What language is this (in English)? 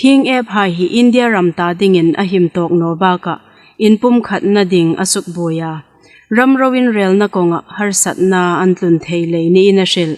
Hmar